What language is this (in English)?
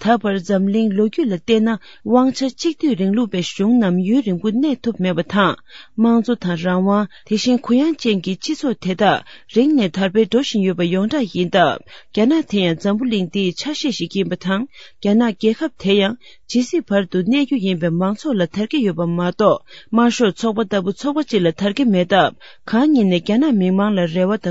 Tibetan